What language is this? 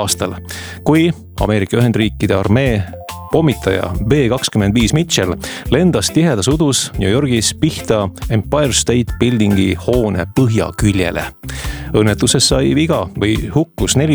Estonian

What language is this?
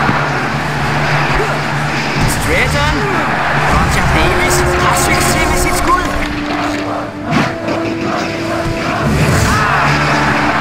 Danish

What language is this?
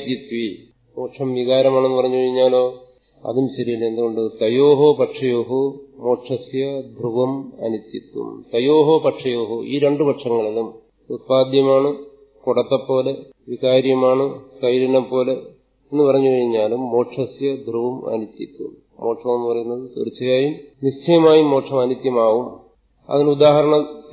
Malayalam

